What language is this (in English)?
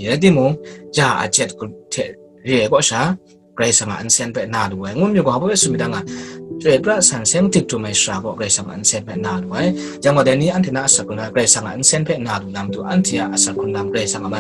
Kachin